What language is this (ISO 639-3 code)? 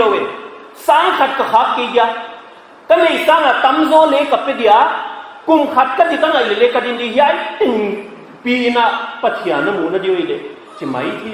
pck